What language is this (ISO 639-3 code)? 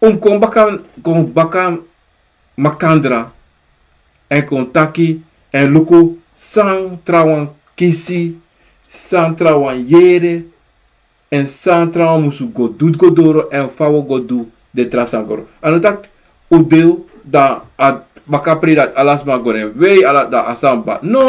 srn